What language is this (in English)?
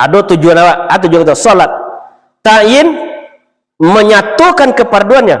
Minangkabau